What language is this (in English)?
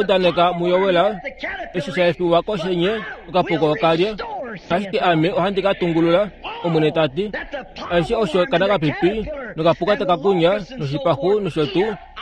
Kuanyama